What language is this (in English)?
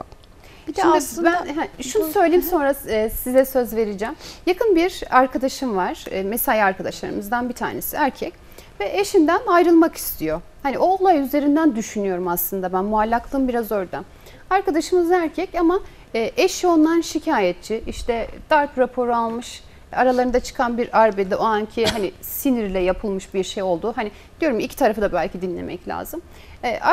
Turkish